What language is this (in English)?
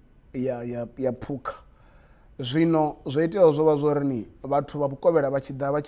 Venda